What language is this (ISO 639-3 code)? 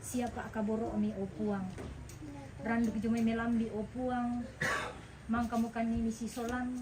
sda